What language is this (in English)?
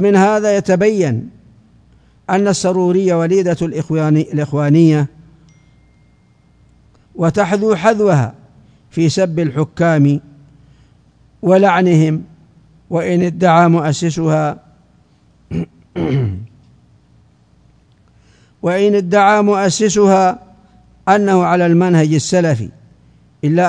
Arabic